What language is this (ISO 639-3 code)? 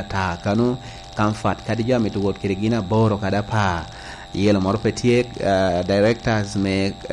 laj